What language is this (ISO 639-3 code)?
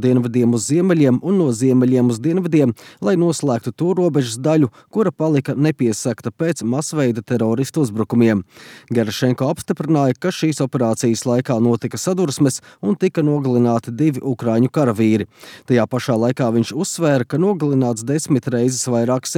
lav